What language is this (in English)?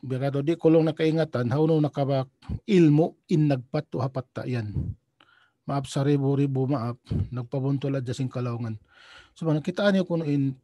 Tausug